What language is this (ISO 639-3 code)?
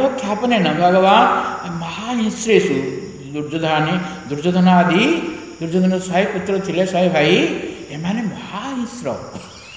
ori